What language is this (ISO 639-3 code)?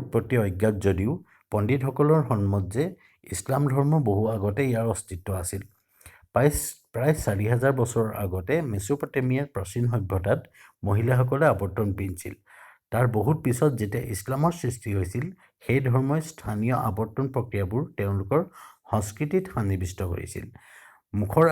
asm